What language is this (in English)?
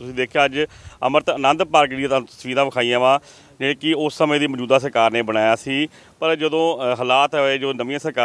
Punjabi